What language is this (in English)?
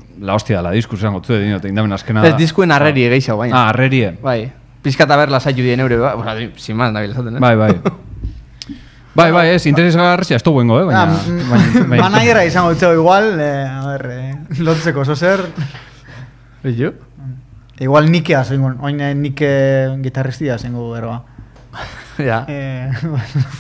Basque